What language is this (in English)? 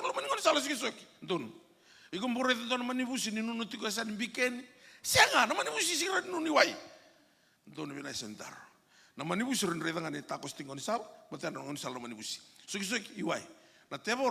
Fijian